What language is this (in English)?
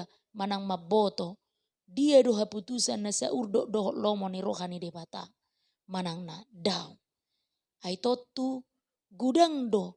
Batak Toba